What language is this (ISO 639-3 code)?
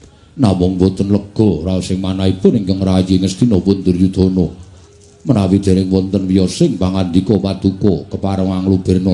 jav